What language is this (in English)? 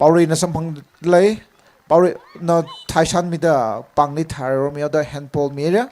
Tangkhul Naga (India)